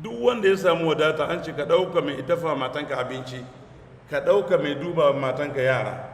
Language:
Hausa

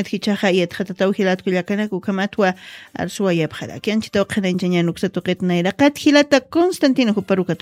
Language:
Aymara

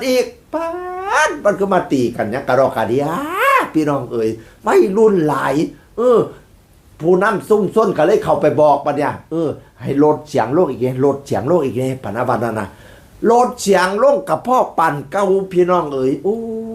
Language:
Northeastern Thai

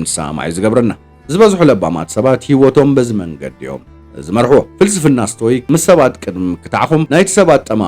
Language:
Tigrinya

